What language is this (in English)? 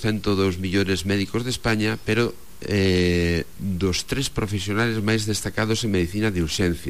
Galician